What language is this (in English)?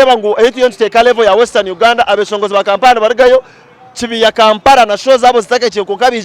Nyankole